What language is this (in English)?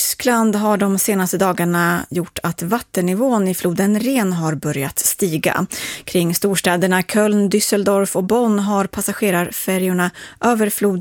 Swedish